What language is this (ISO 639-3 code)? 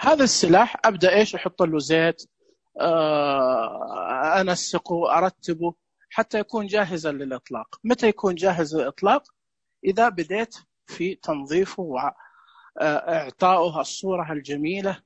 ars